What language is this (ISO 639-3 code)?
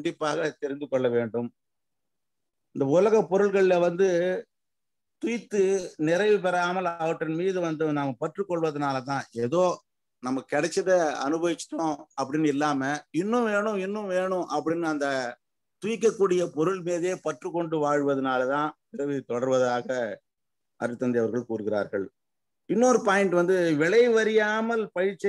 tam